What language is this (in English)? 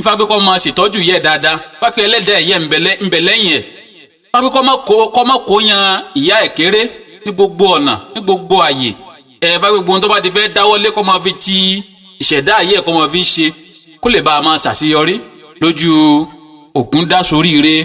Yoruba